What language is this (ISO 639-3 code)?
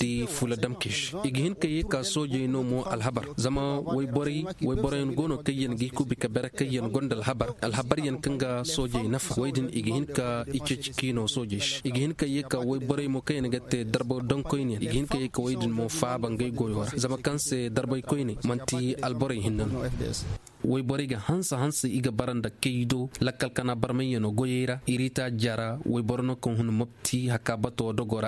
ses